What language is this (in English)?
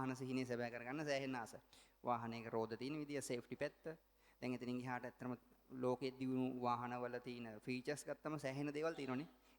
Sinhala